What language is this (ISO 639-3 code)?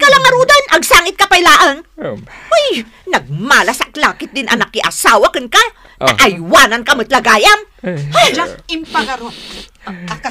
ilo